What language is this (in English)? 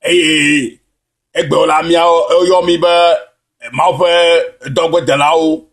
Ewe